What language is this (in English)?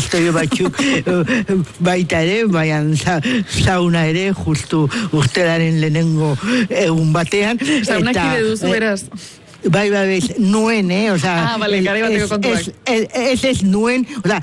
Basque